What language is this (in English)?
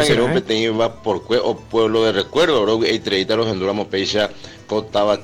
Guarani